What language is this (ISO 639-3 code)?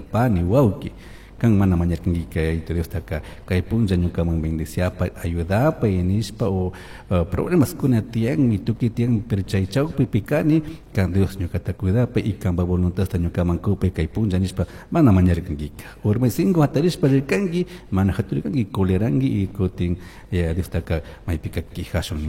qug